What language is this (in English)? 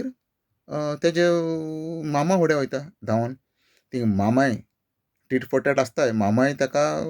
Konkani